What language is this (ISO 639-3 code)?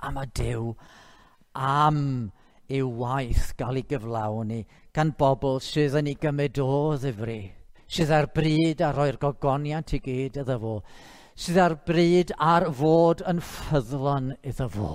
cym